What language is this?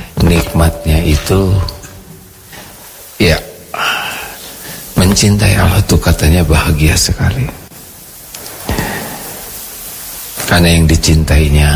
Indonesian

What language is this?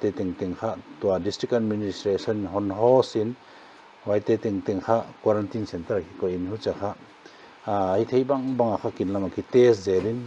Paite Chin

